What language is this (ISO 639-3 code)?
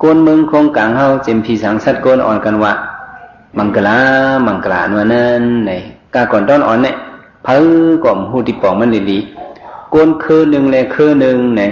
shn